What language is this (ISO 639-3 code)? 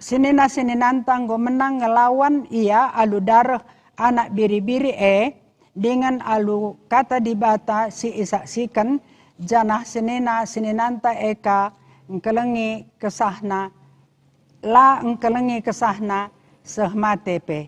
btx